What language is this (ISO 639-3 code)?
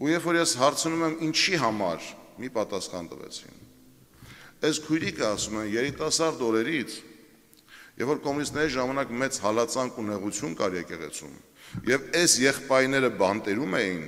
hye